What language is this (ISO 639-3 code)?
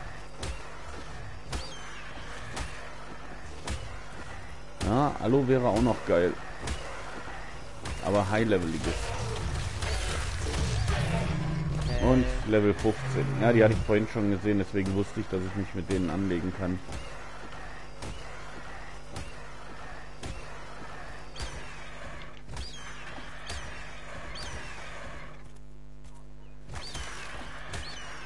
deu